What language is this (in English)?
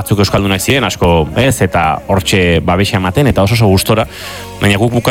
Basque